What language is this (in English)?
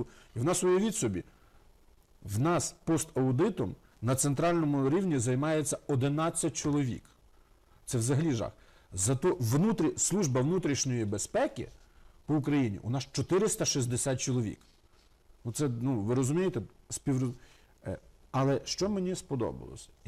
Ukrainian